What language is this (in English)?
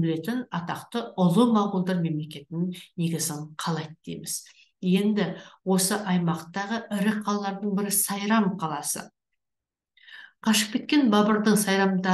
Kazakh